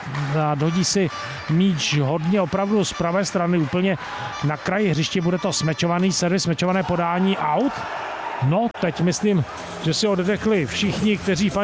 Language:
Czech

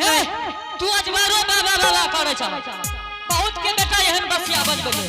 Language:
Angika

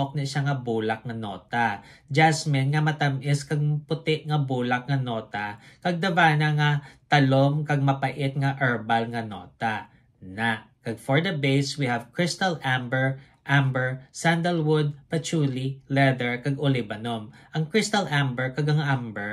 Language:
Hiligaynon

